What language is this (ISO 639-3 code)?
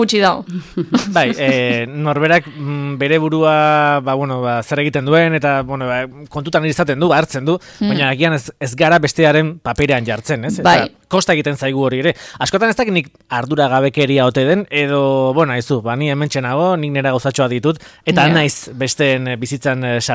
eus